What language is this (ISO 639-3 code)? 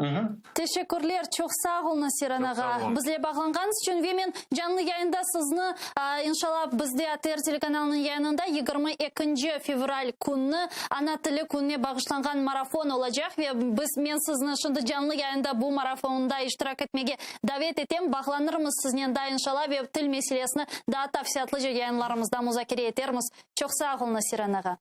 crh